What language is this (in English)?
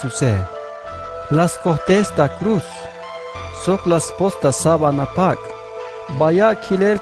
Tzeltal